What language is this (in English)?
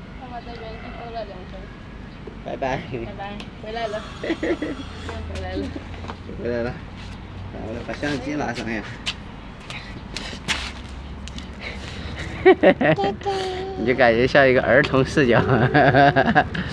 Chinese